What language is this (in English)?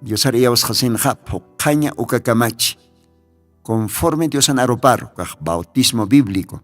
Aymara